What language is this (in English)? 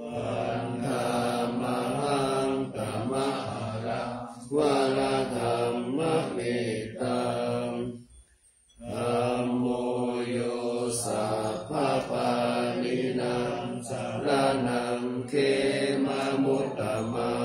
Pali